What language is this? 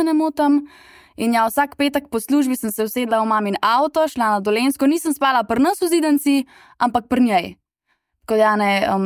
Slovenian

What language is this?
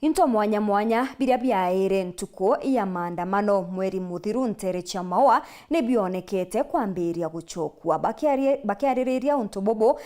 Meru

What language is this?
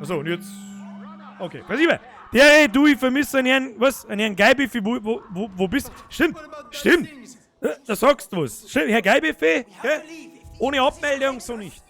Bavarian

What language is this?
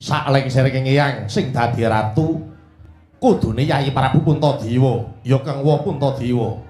Javanese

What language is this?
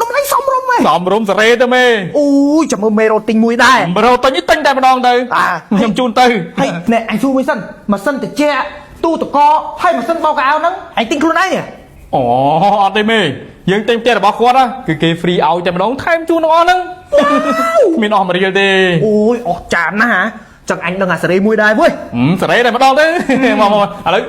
Khmer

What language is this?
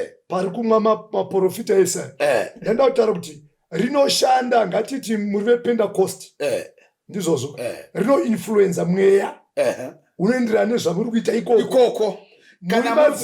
Shona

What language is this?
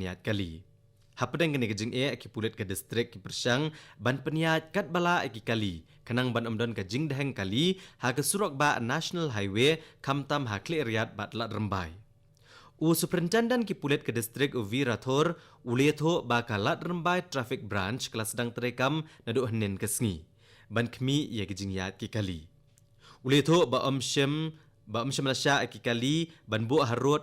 Khasi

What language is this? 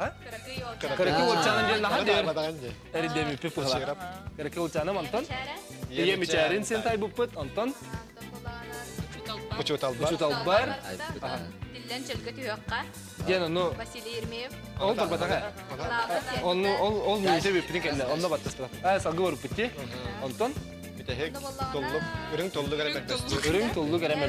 Yakut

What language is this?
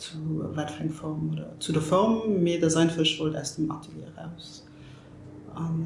Luxembourgish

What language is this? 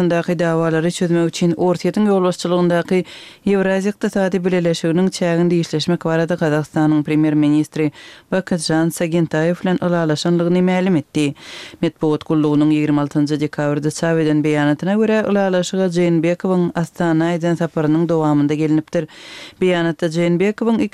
Turkmen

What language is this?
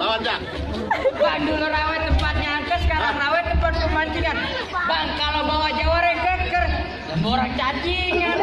Betawi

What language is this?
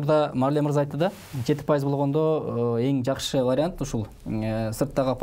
Kyrgyz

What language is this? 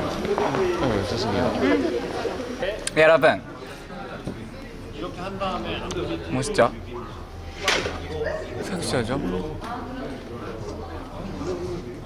Korean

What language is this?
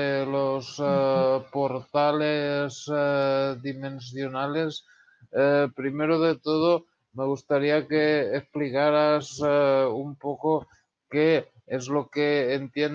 Spanish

